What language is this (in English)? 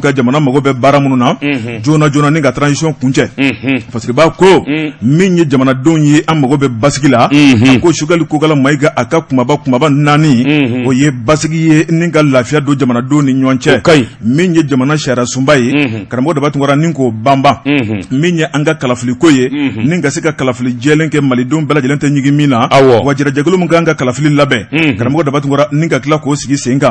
Bambara